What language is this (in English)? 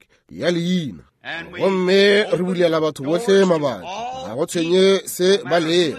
Northern Sotho